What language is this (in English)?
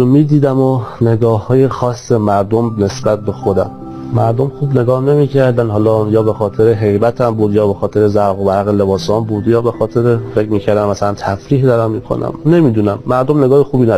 Persian